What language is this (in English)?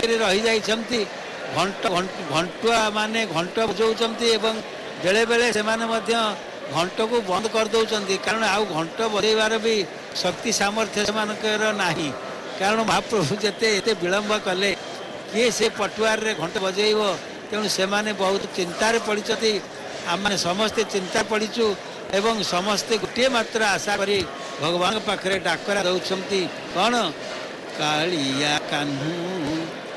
Odia